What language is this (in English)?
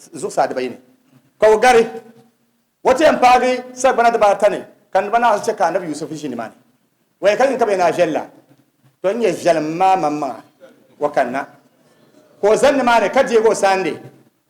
Dagbani